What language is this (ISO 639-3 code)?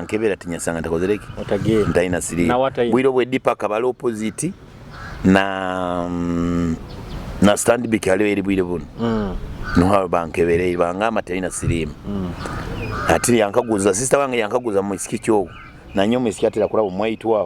nyo